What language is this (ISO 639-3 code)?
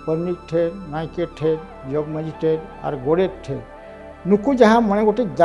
sat